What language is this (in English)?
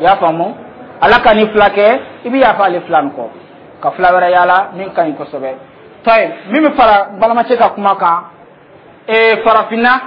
Dyula